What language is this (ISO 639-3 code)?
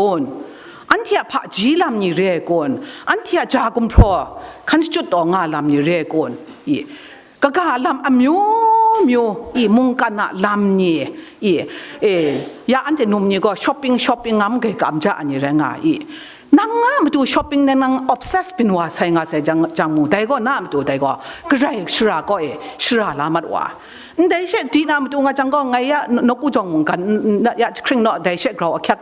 kac